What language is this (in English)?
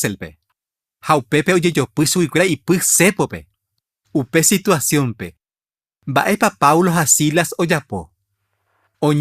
Guarani